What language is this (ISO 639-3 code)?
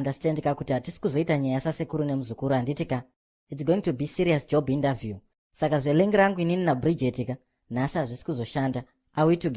sna